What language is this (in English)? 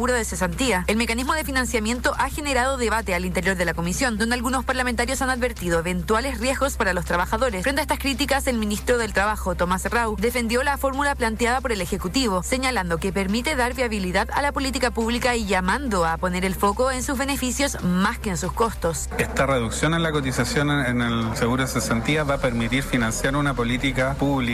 Spanish